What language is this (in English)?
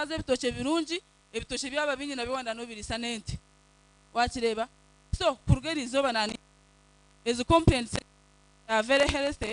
Nyankole